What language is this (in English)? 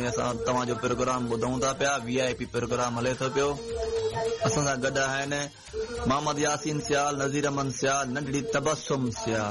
Sindhi